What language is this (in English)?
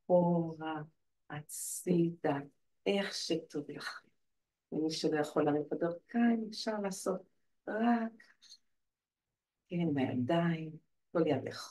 Hebrew